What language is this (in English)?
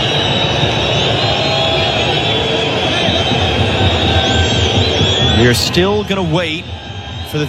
English